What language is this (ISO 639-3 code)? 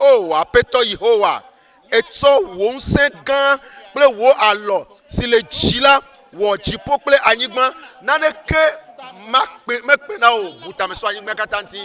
ewe